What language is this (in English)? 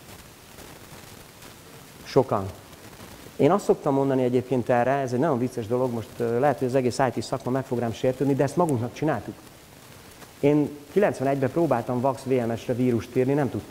Hungarian